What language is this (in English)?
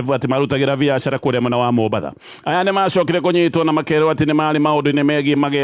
Kikuyu